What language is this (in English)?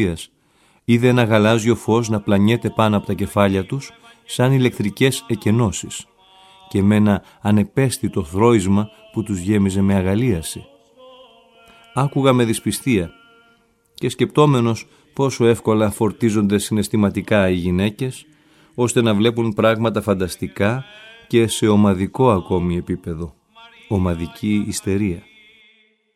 Greek